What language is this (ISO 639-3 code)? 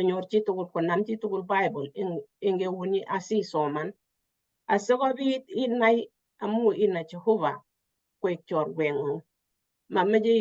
kln